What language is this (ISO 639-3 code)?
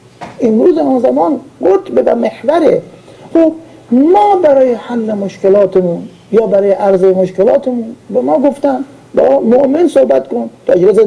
fas